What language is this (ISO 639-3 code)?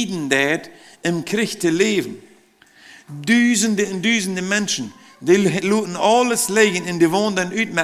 pdt